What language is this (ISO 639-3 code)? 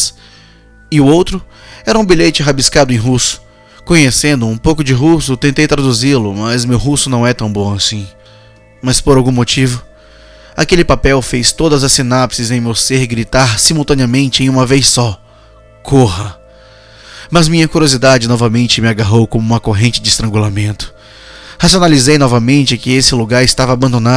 por